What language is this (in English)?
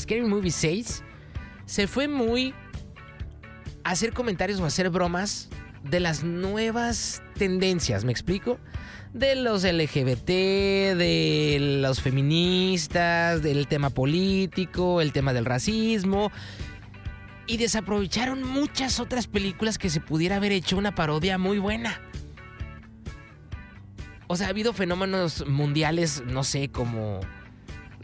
Spanish